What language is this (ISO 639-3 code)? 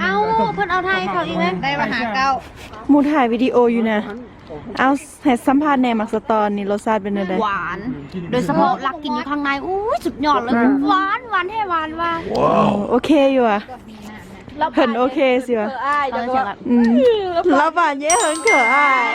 lao